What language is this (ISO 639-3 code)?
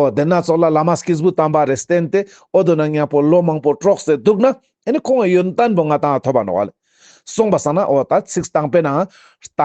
lbj